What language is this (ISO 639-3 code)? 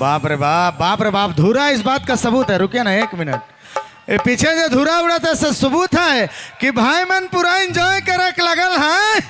sck